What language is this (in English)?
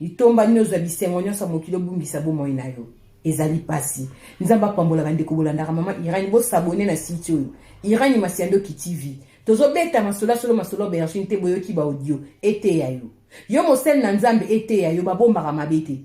Lingala